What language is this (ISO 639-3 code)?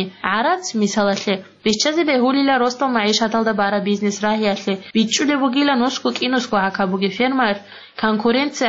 ava